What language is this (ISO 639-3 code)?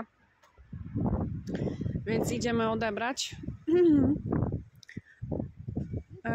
pol